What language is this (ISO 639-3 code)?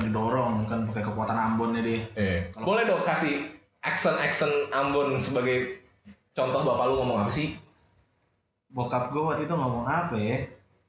ind